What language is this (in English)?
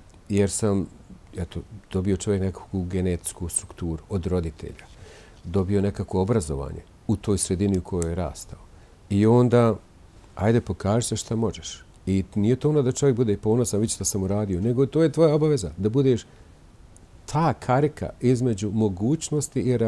Bosnian